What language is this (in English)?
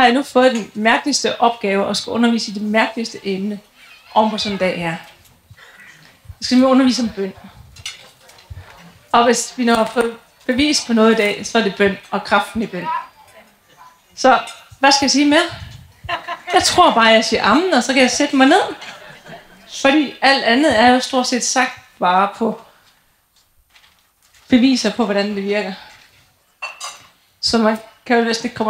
Danish